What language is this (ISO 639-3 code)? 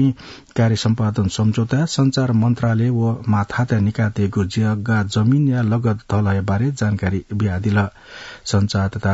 new